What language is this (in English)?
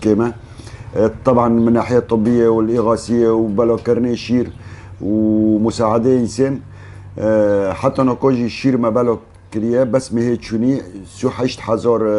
Kurdish